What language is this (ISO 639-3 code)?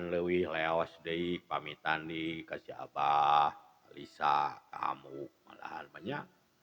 sun